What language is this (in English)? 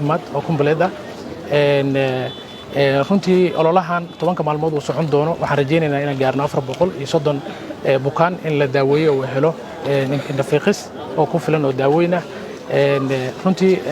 Somali